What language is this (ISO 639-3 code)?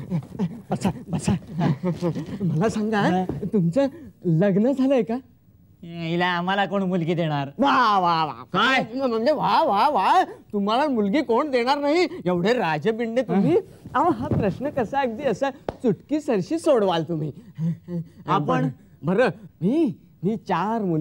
mar